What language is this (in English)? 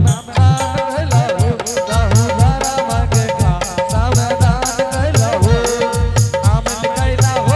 Angika